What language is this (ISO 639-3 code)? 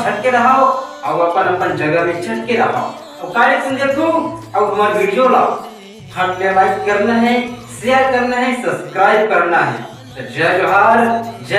hne